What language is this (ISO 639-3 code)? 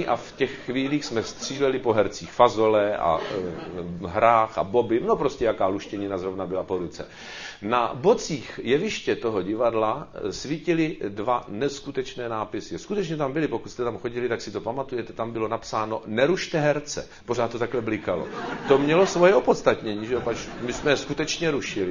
ces